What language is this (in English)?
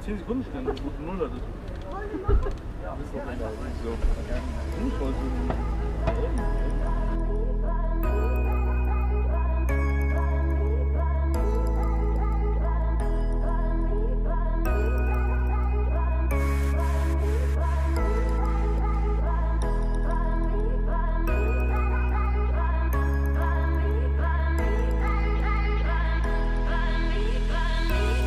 German